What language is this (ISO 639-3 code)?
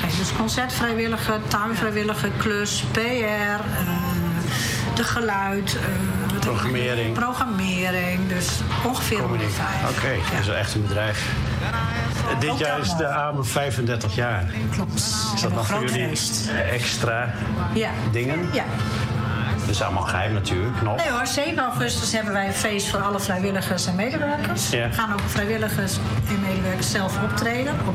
nld